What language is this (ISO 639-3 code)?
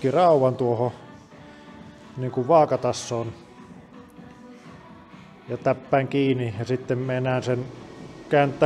fin